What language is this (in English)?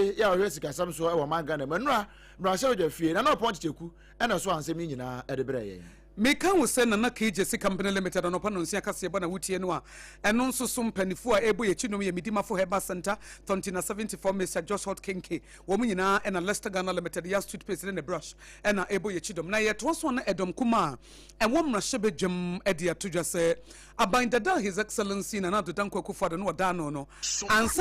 Akan